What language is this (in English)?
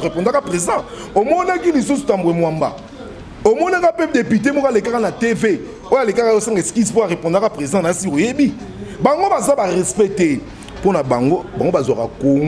Lingala